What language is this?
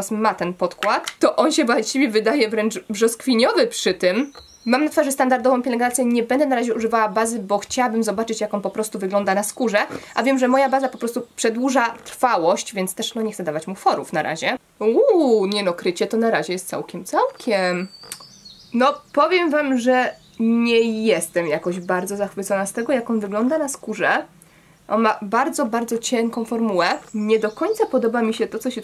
Polish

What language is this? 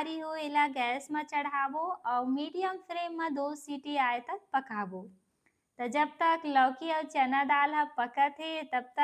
Chhattisgarhi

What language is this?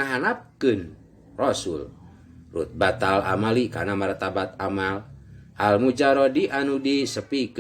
Sundanese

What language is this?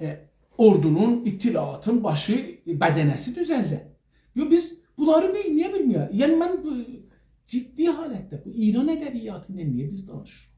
South Azerbaijani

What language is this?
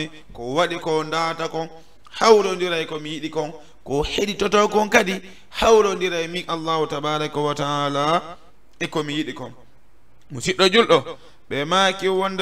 Fula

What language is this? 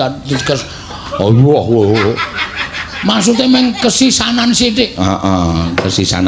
Javanese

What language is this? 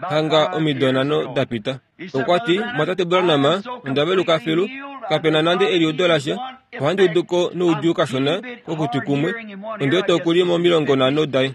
Kuanyama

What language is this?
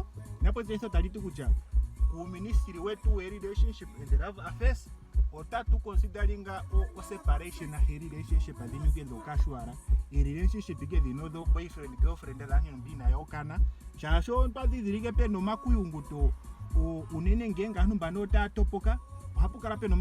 Ndonga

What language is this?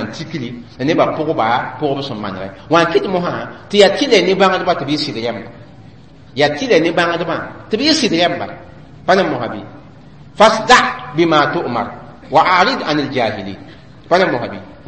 Mossi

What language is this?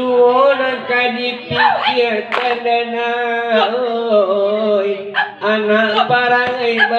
Minangkabau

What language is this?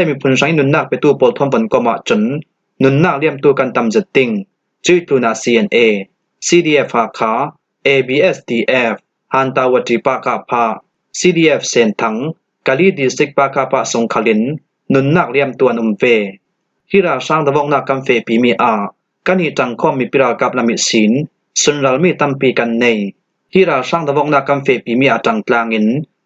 Falam Chin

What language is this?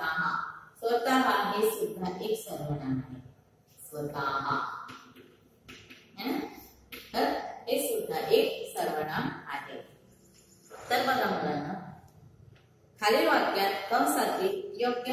Marathi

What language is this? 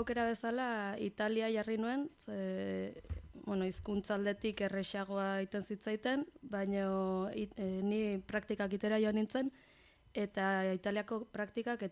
Basque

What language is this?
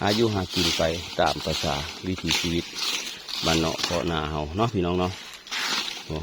Northeastern Thai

